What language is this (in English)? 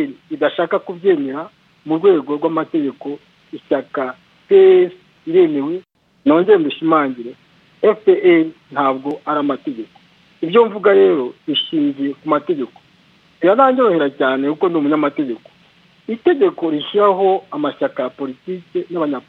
Kinyarwanda